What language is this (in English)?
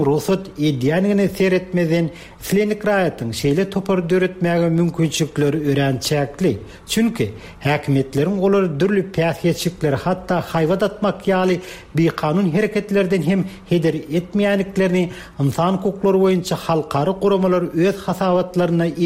Turkmen